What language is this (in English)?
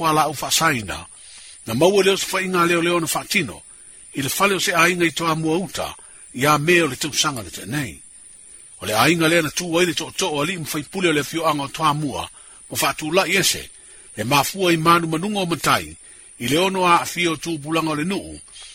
Samoan